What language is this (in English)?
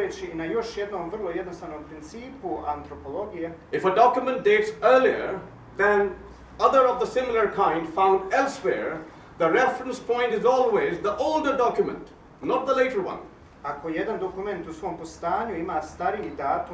Bosnian